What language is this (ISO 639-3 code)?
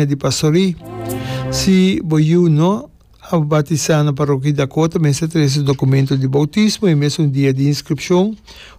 pap